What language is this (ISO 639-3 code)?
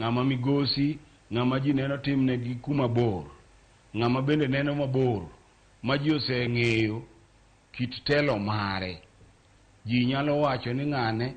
luo